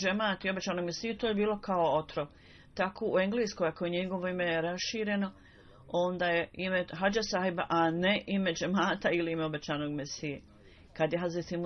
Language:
Bosnian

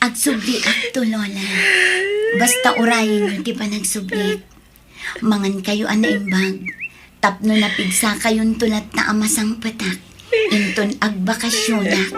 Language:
Iloko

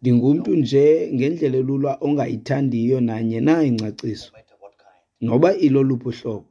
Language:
Xhosa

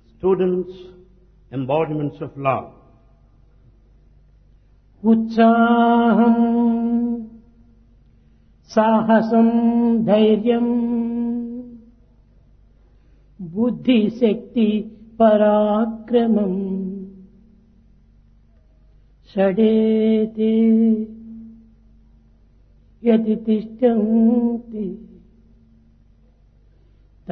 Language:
Telugu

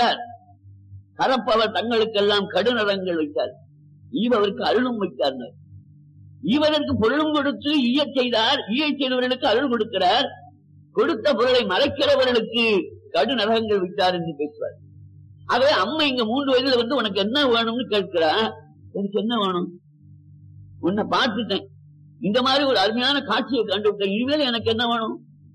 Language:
Tamil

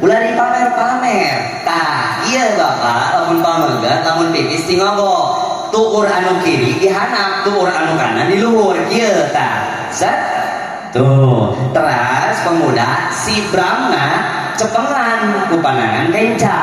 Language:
Sundanese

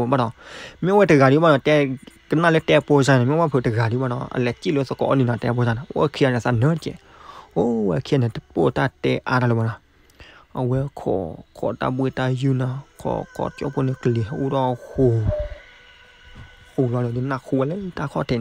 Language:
S'gaw Karen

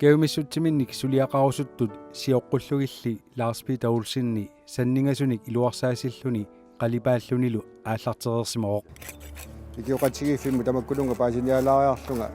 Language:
Kalaallisut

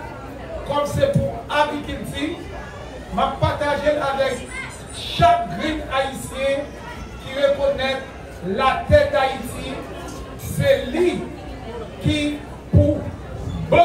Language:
Haitian Creole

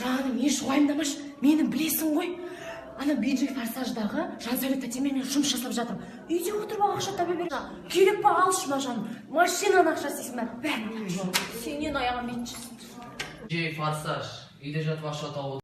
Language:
Kazakh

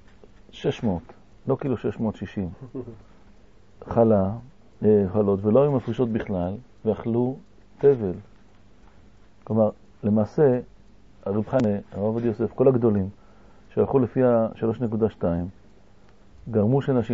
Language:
Hebrew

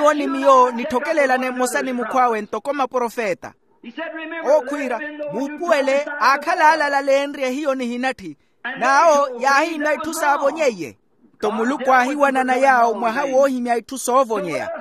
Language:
Makhuwa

